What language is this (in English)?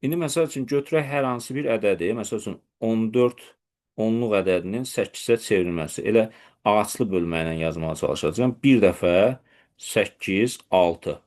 Azerbaijani